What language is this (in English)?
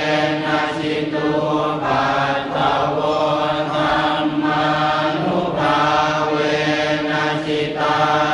Pali